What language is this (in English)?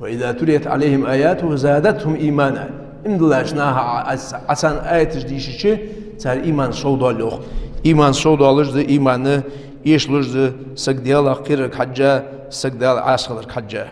Ingush